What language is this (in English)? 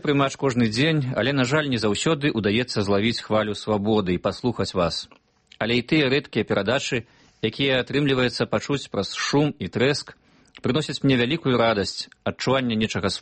Belarusian